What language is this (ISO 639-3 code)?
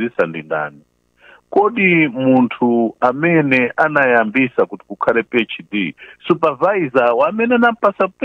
nya